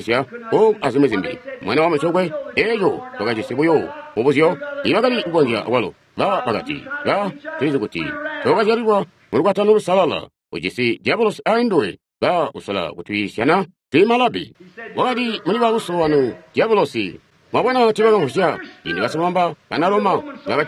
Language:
Tonga (Zambia)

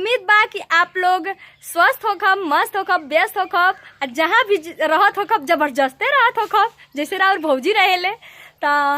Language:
Bhojpuri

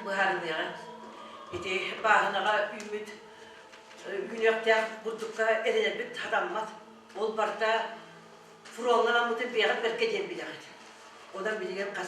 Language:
Yakut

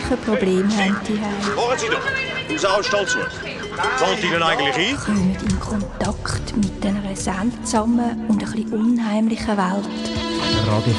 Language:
Swiss German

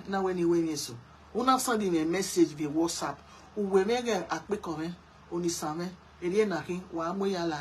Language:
Nigerian Pidgin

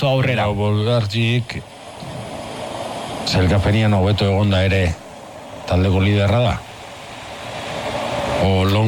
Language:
Basque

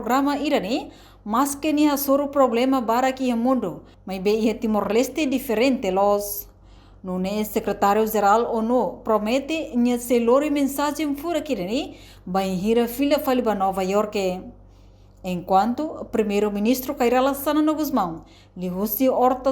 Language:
Tetum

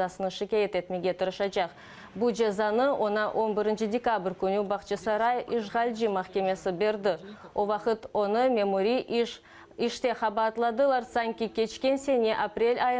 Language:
Crimean Tatar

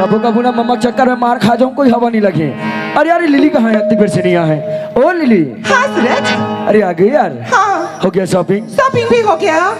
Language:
Chhattisgarhi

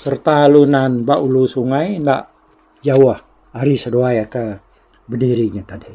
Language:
Iban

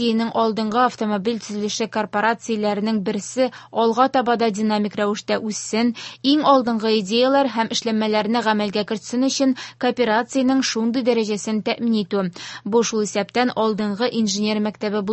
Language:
Tatar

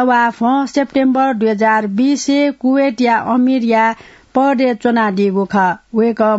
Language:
Newari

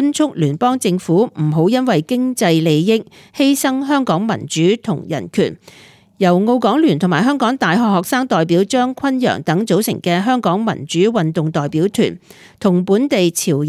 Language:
Cantonese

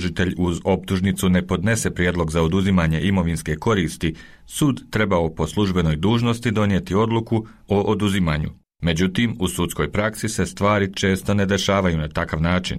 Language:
Bosnian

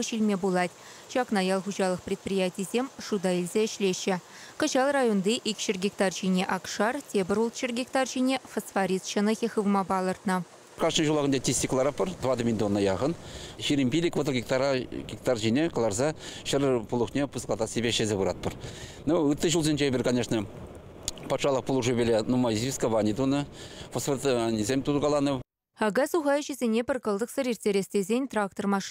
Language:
Chuvash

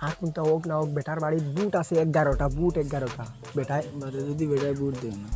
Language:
Sylheti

